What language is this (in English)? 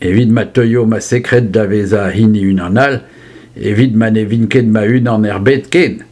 Breton